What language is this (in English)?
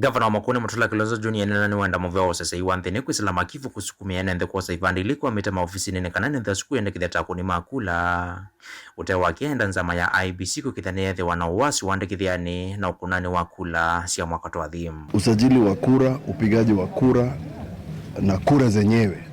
Kamba